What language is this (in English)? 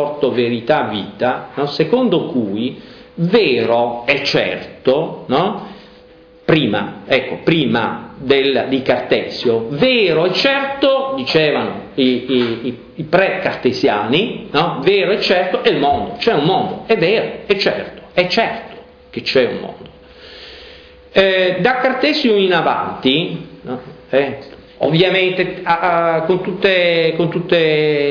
Italian